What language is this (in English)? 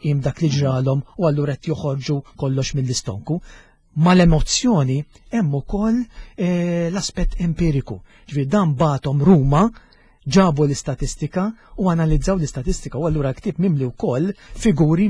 Maltese